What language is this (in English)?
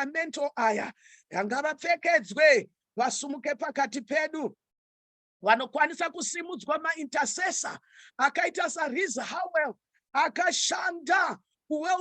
Shona